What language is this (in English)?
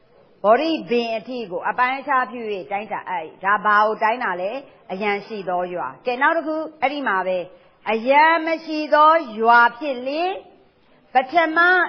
Burmese